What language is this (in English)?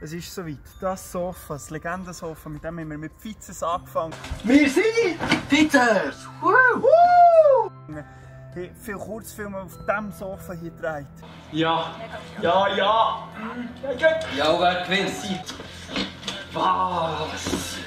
Swiss German